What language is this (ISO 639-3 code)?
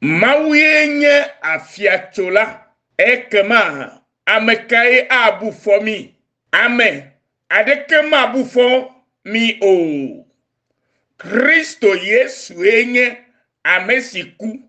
ewe